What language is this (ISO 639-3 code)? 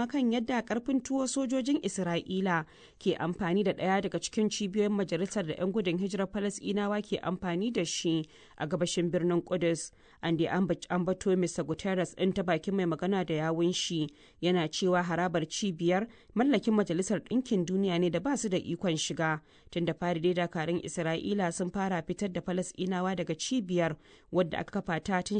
hau